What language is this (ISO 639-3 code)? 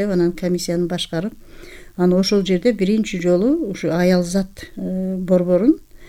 kir